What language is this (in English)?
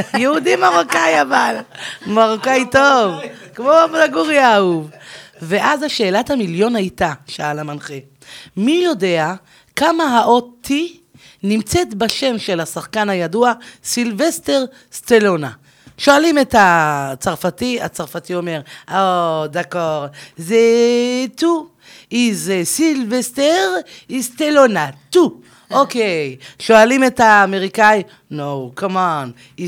Hebrew